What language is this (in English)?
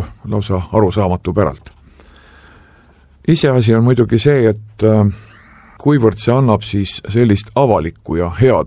Estonian